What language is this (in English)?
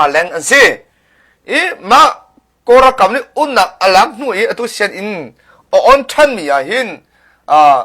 Hakha Chin